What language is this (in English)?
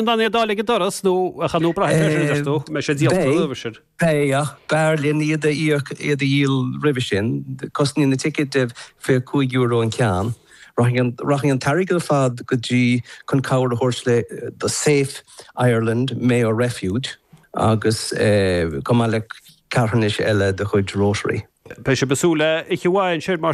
Irish